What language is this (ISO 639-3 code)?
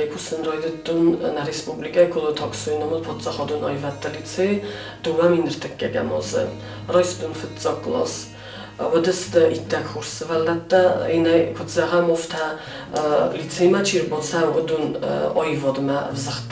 oss